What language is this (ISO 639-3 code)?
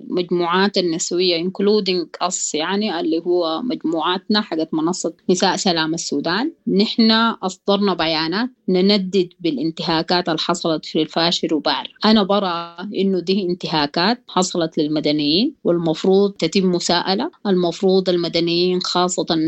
apd